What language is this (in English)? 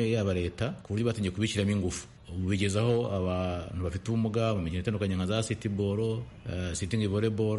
Kinyarwanda